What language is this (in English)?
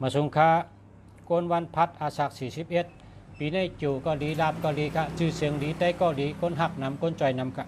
Shan